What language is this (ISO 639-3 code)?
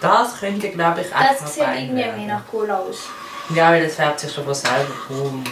gsw